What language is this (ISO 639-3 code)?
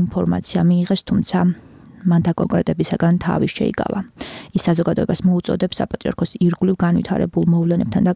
kat